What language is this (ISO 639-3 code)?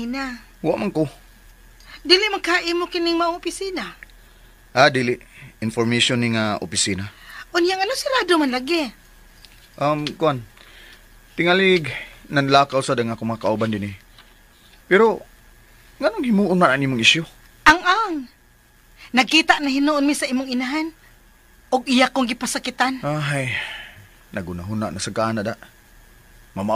ceb